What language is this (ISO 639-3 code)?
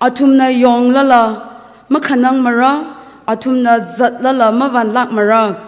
nmf